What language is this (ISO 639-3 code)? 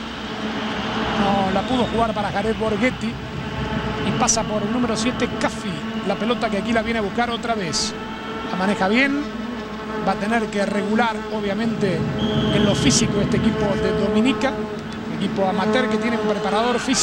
spa